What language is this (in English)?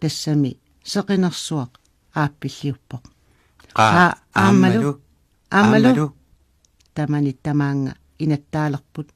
Kalaallisut